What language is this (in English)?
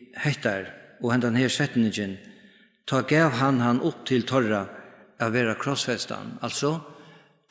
Faroese